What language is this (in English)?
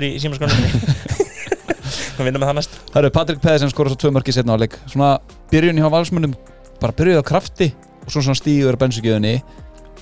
Icelandic